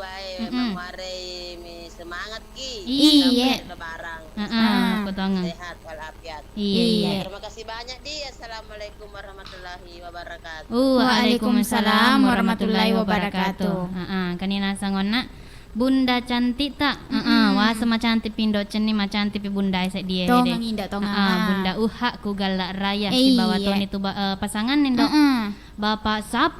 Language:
Buginese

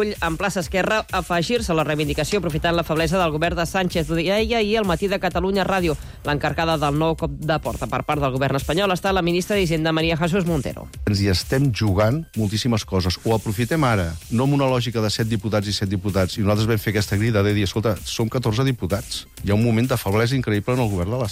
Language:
Catalan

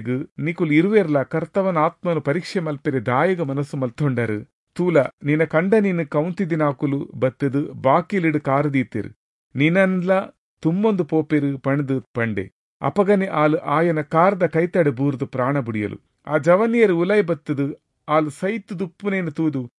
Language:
Tulu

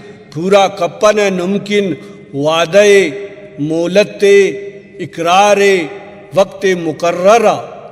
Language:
Brahui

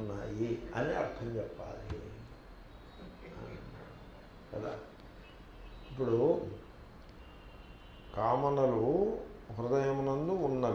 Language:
Telugu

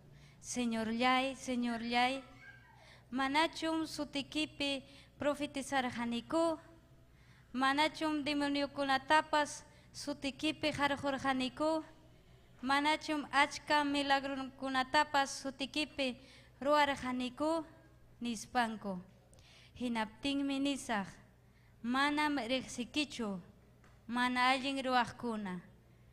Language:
Ayacucho Quechua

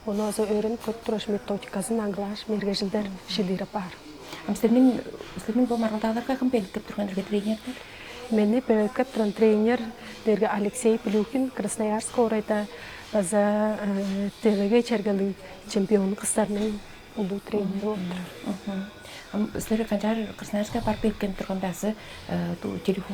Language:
Tuvinian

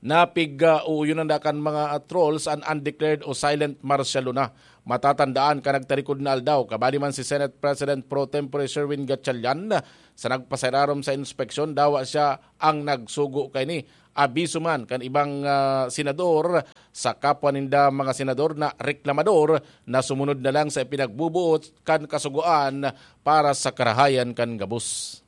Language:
Bikol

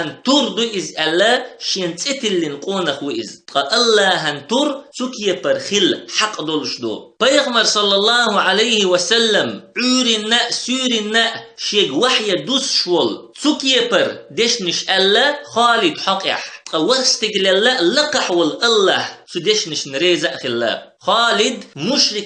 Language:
Chechen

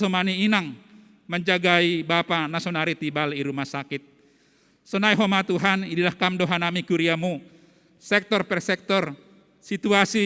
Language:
Batak Simalungun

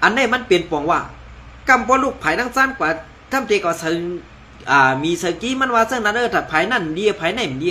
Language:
Shan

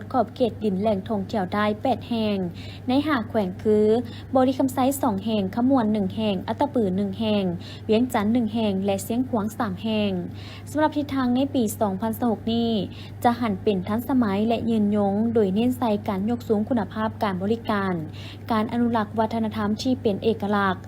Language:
Lao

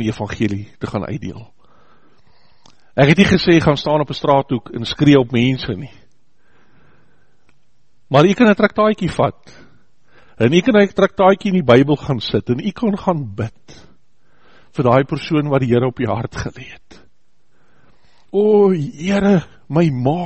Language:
Afrikaans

